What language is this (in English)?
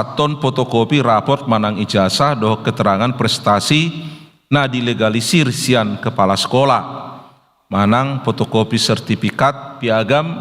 Batak Toba